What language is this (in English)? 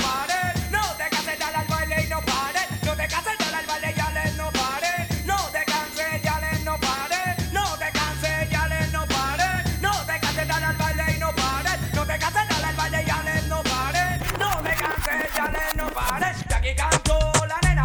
Spanish